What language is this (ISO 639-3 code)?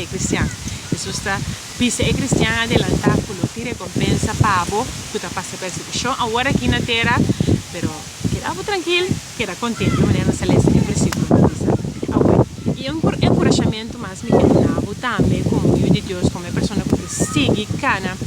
pap